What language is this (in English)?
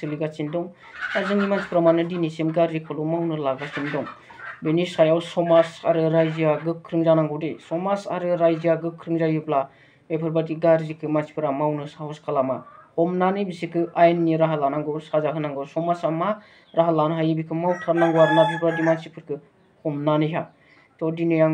Bodo